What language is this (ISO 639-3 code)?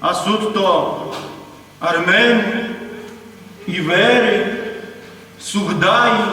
rue